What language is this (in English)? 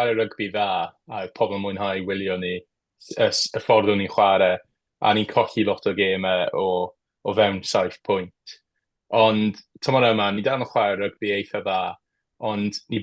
Welsh